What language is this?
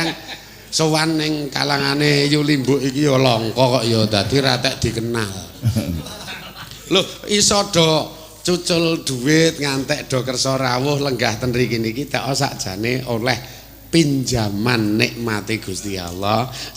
Javanese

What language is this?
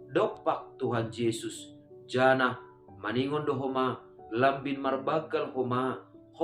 Batak Simalungun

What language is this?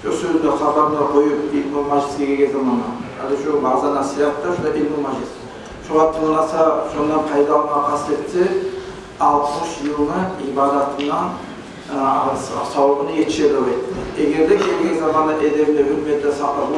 Kumyk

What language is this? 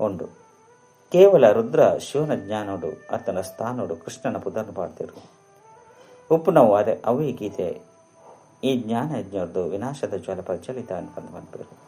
Tulu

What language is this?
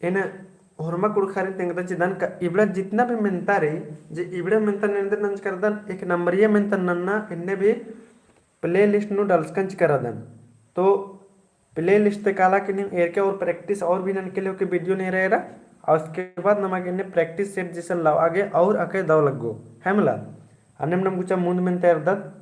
Kurukh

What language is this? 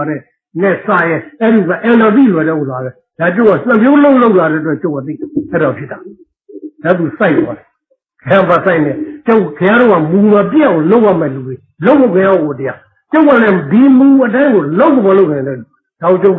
Burmese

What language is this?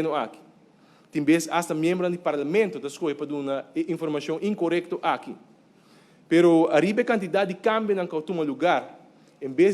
Papiamento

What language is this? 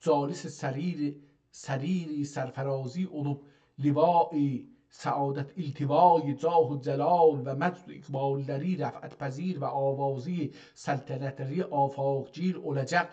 South Azerbaijani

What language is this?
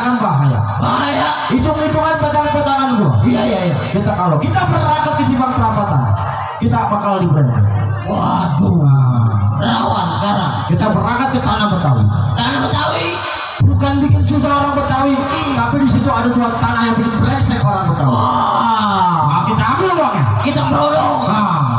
Betawi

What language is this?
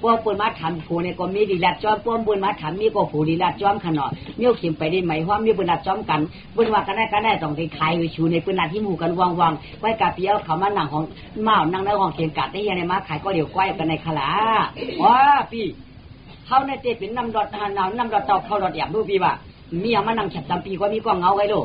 Shan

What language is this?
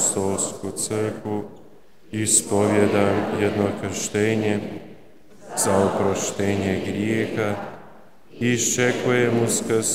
Croatian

